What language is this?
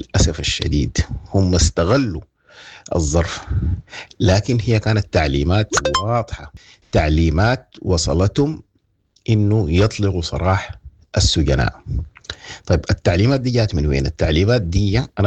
Sudanese Arabic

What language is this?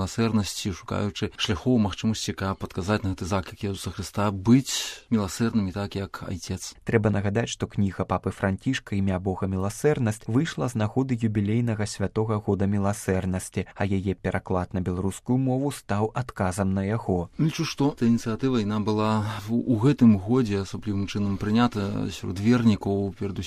Belarusian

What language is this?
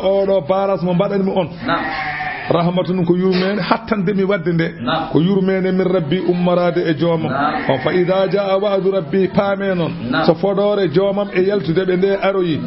Fula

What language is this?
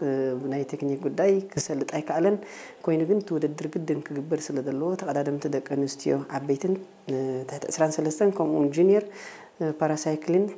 Tigrinya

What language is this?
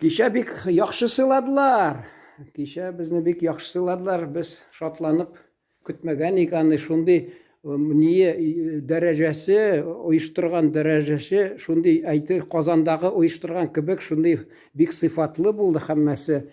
Tatar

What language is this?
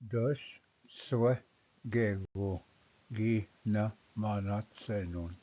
Ojibwa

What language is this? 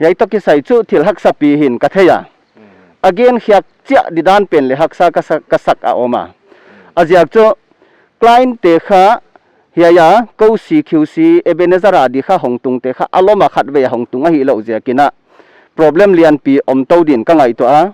Paite Chin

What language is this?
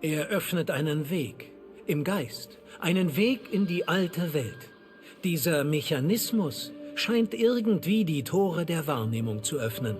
Bavarian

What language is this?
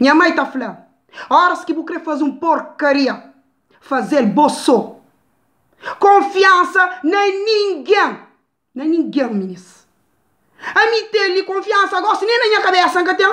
Kabuverdianu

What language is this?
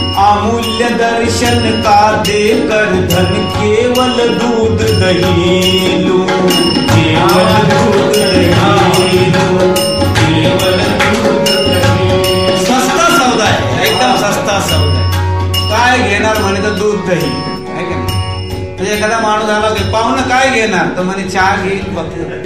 Marathi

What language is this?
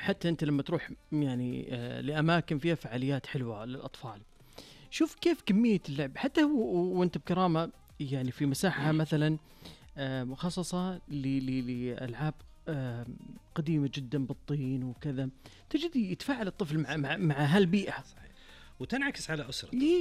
Najdi Arabic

